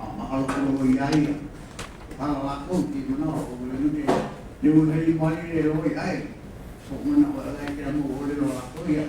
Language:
Hawaiian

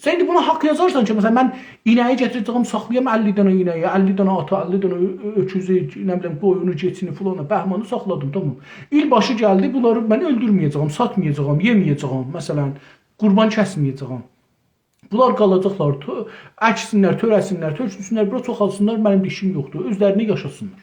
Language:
South Azerbaijani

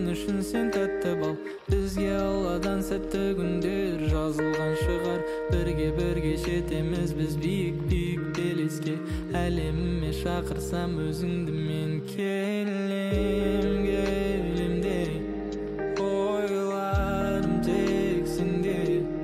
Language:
Kazakh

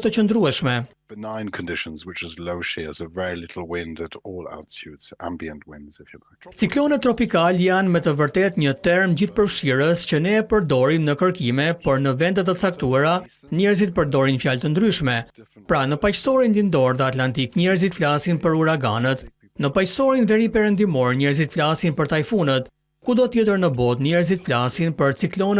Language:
Albanian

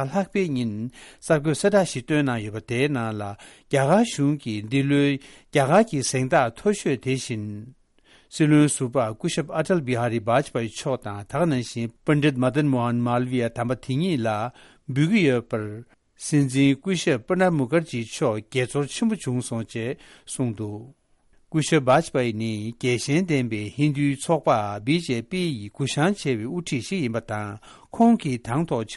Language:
Tibetan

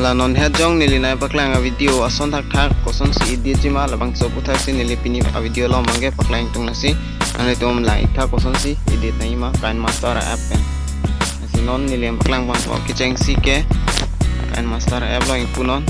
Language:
Karbi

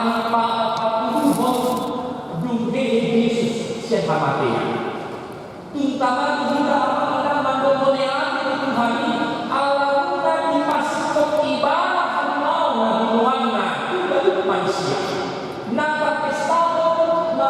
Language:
Batak Toba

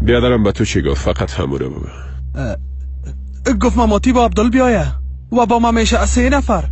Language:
Persian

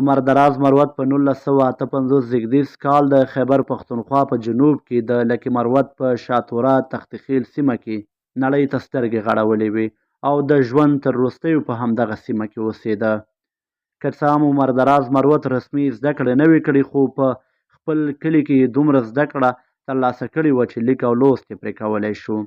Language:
Pashto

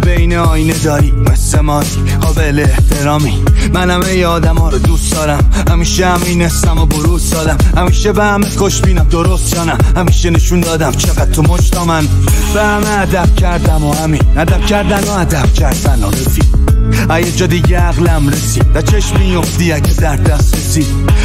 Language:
Persian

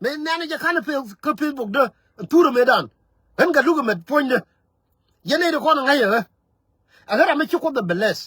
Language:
Nuer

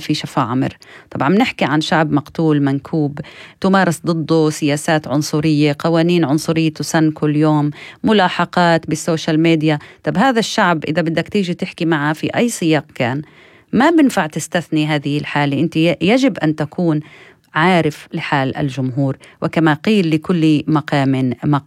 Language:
North Levantine Arabic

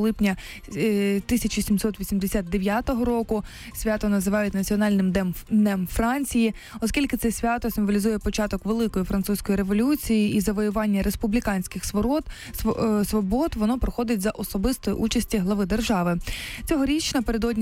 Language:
Ukrainian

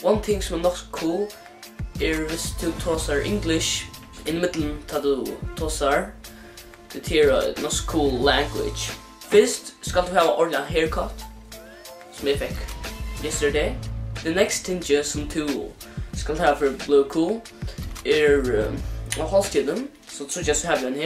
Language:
Faroese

